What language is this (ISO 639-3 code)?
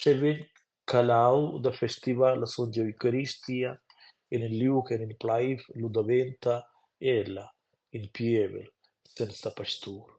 roh